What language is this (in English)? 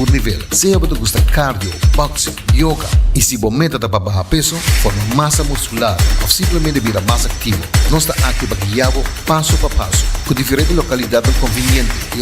Papiamento